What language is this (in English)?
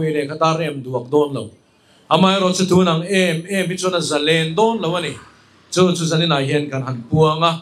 Mizo